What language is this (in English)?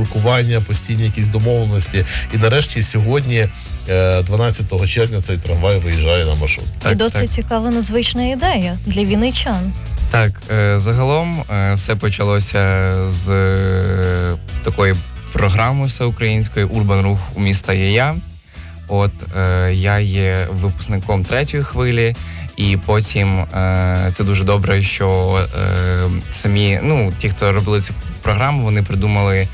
Ukrainian